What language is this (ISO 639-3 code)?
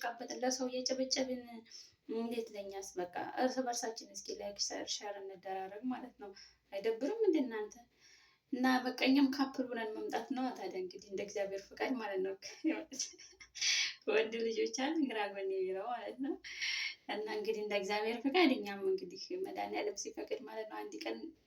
amh